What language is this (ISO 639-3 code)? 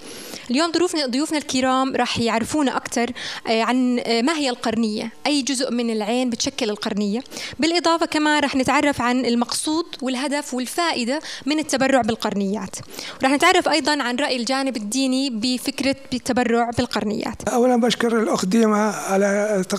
apc